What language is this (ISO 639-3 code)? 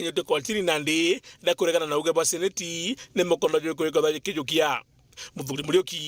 mer